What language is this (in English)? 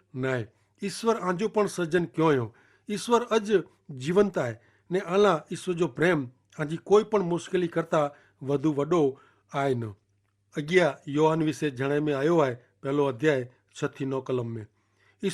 Kachhi